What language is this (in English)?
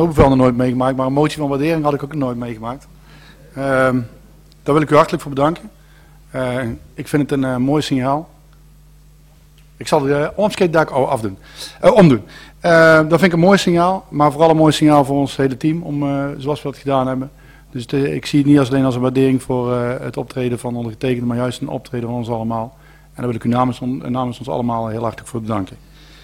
Dutch